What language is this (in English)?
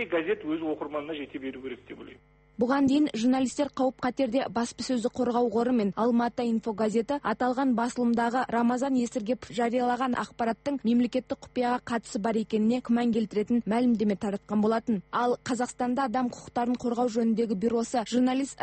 Kazakh